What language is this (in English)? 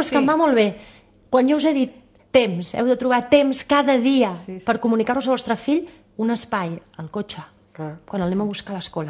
Catalan